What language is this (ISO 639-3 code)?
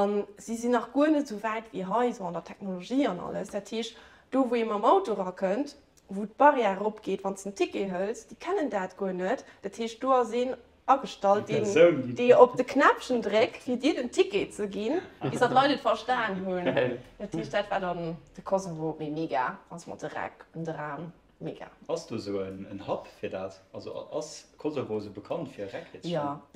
ltz